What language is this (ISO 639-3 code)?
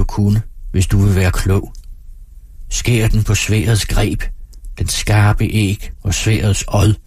dan